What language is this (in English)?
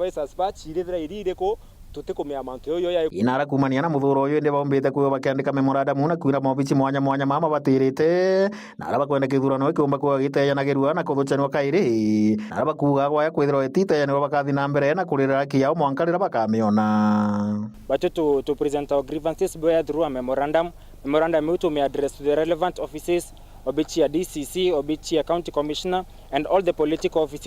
Meru